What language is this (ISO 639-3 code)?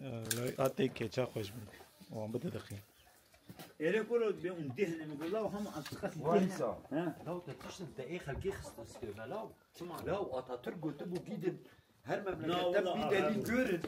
kur